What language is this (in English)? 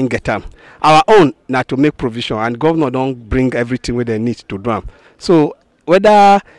Nigerian Pidgin